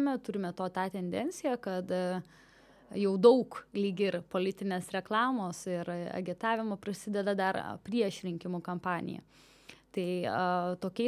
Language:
Lithuanian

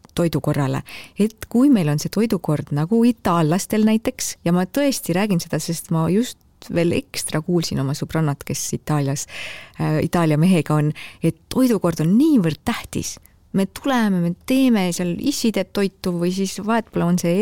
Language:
Estonian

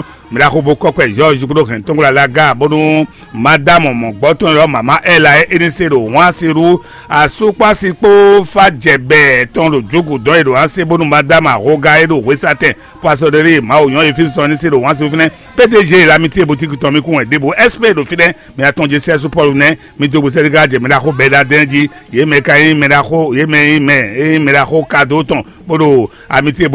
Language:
Fon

